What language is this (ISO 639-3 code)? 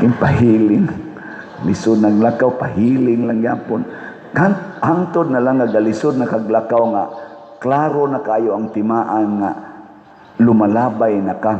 ceb